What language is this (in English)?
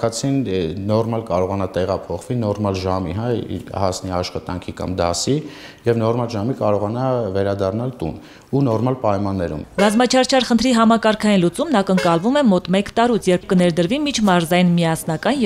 Armenian